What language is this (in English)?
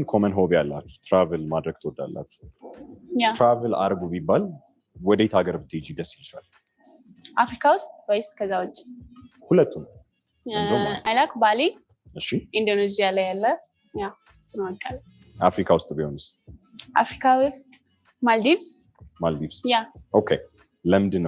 Amharic